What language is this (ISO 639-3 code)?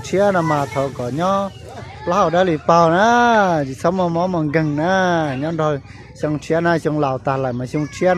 hmn